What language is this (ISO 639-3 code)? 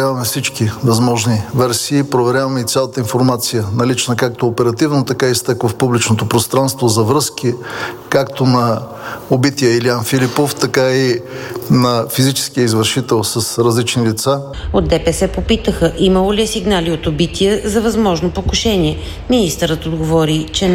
bul